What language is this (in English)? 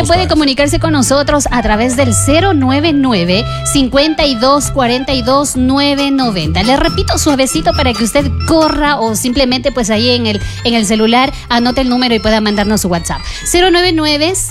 Spanish